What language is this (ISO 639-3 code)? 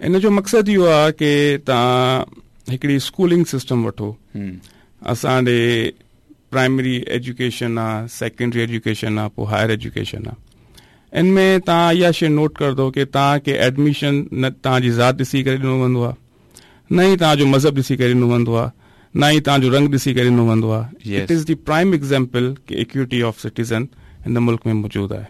skr